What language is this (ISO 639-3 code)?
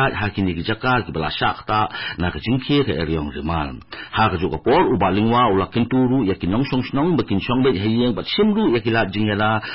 kha